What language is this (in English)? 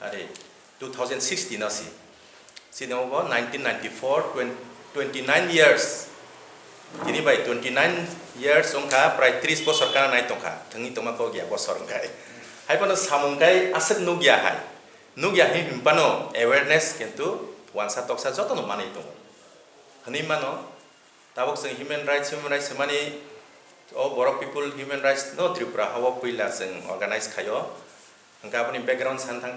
Kok Borok